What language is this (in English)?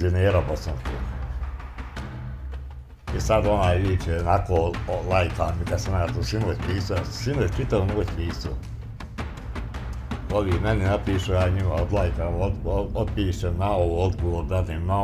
Bosnian